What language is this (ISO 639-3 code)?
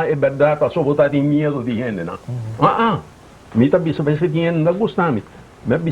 pap